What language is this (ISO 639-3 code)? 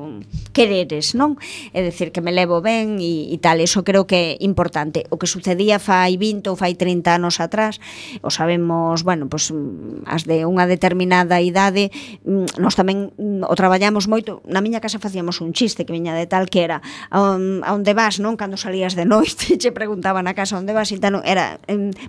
glg